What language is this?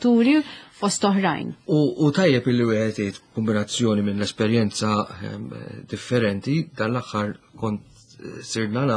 Maltese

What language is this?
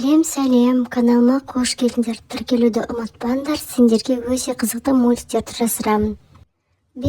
Kazakh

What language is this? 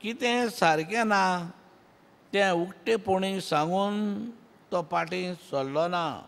Konkani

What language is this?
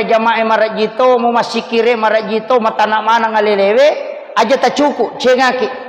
Buginese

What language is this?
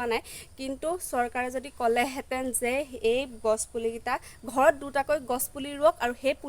Assamese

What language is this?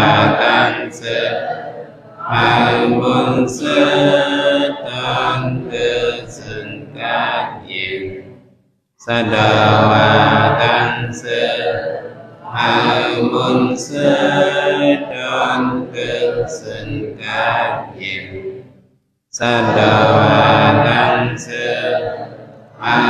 Shan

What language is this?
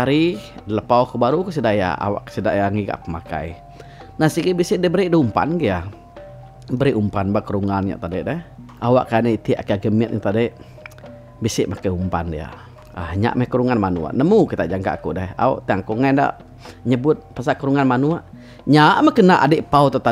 Iban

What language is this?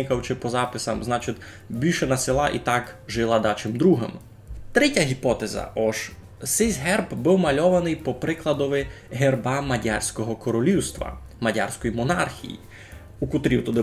Rusyn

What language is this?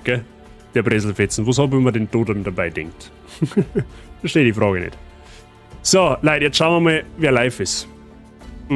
Bavarian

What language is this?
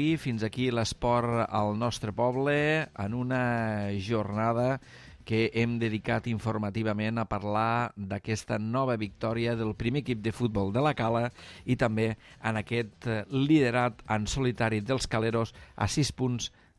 Catalan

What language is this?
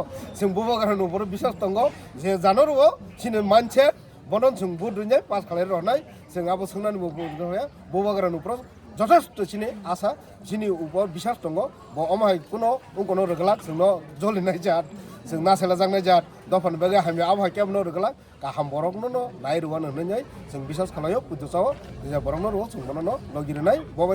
Kok Borok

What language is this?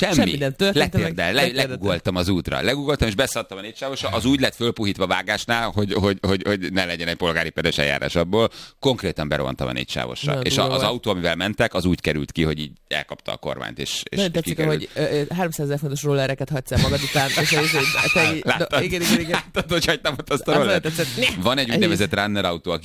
Hungarian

